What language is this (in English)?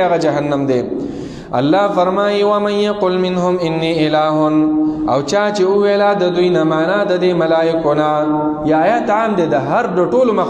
Pashto